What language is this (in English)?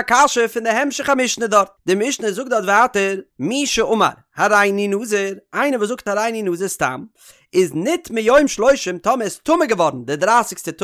Yiddish